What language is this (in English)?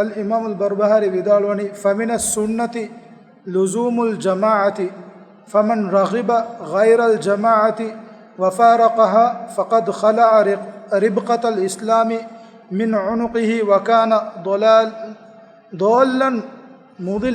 Divehi